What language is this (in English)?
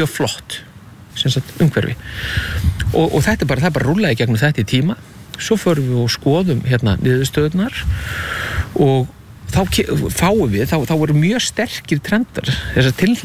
Icelandic